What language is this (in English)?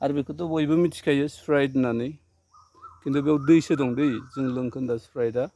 Bodo